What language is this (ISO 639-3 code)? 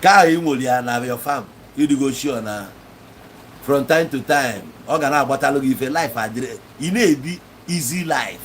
ibo